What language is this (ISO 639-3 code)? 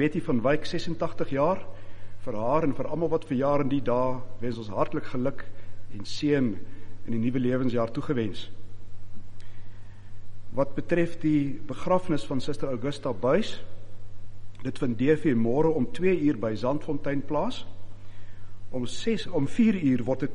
afr